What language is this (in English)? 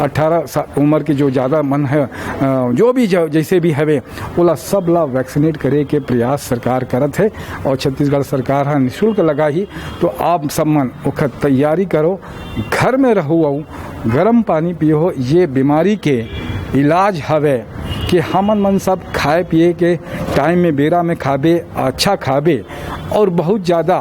Chhattisgarhi